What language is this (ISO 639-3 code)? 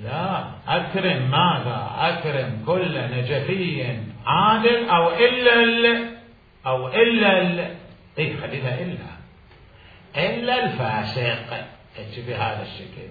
acm